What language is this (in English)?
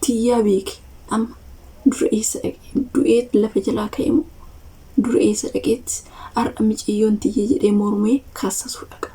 Oromo